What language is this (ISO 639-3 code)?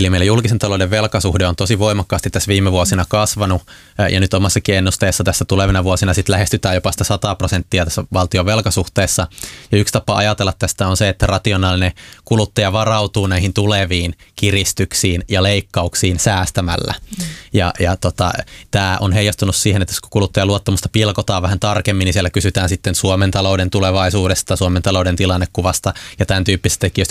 fin